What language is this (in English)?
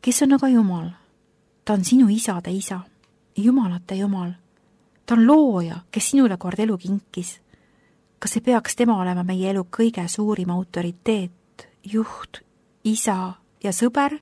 Estonian